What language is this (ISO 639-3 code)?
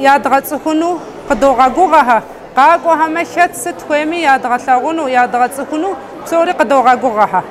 kbd